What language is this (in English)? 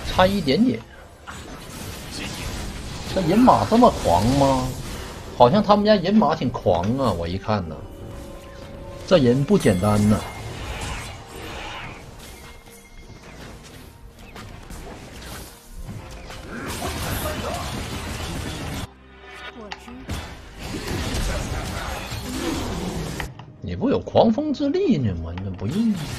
Chinese